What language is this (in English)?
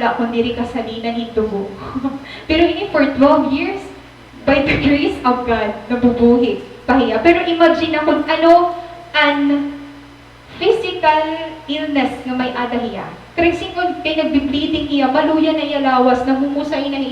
Waray